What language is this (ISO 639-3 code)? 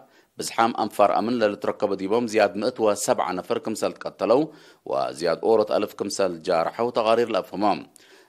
tig